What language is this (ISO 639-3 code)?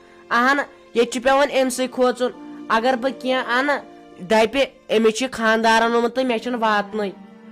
kas